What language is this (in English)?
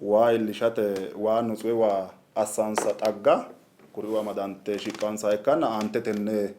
Sidamo